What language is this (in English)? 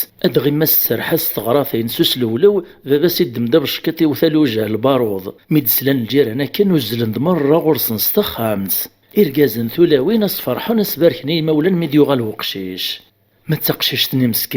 Kabyle